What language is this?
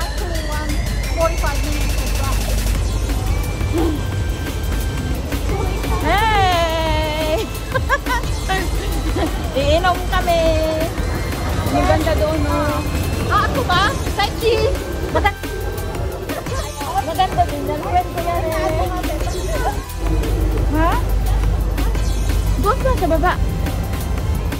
Filipino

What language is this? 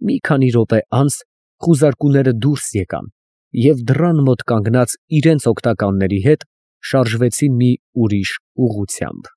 Armenian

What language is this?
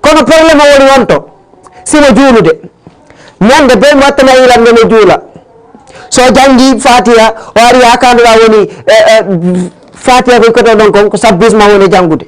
Fula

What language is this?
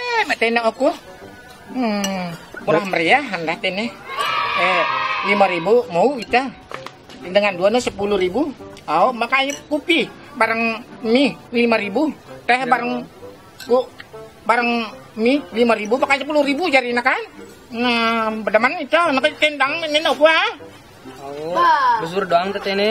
Sasak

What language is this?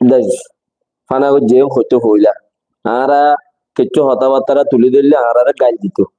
Rohingya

